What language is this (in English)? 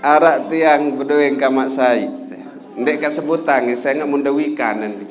Sasak